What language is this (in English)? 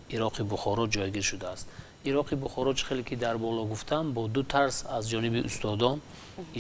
Tajik